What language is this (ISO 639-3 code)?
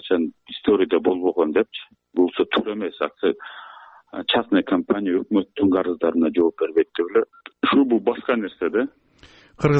kir